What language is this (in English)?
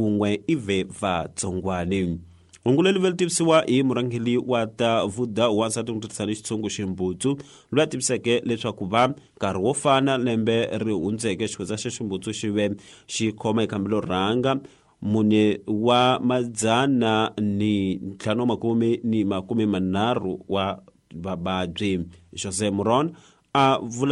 Tsonga